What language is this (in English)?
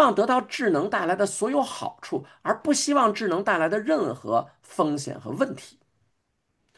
Chinese